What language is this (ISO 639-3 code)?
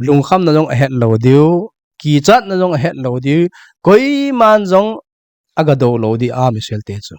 tcz